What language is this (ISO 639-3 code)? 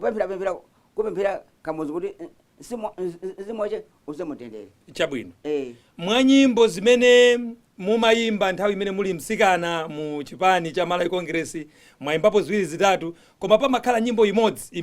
nya